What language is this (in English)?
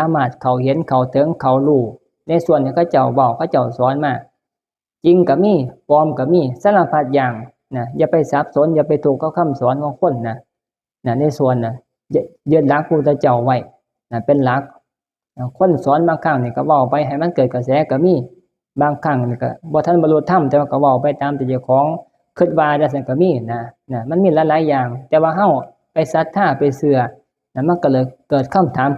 Northeastern Thai